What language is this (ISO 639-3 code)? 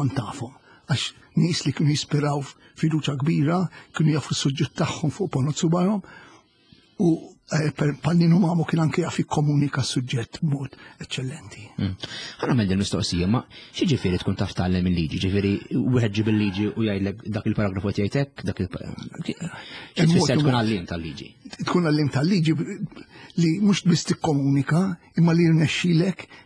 mlt